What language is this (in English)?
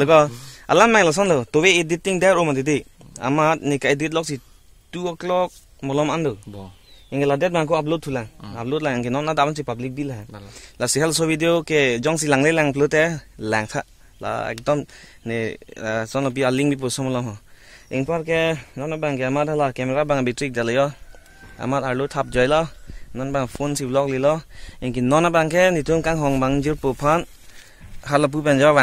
Karbi